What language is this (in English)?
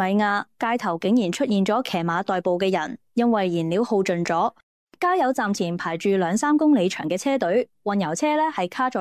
Cantonese